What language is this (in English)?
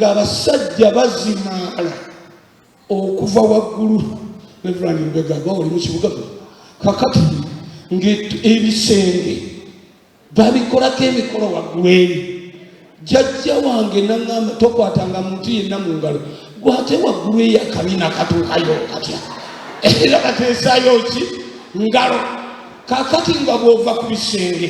Ganda